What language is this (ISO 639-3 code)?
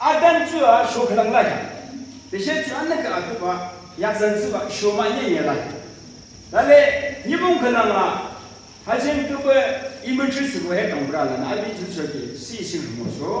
yim